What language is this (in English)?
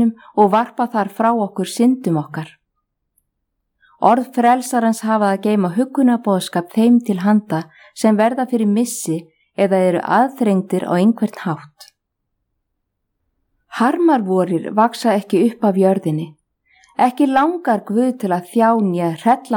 Icelandic